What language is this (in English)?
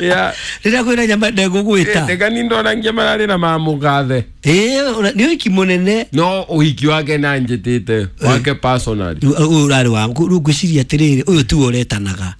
Kikuyu